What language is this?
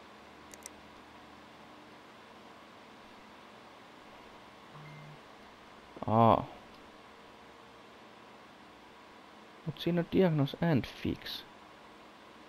Finnish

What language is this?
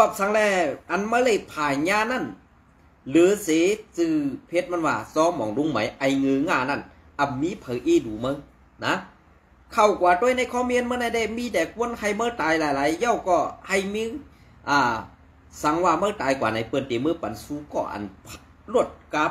Shan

